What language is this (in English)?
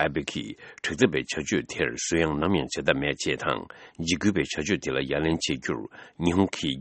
Tibetan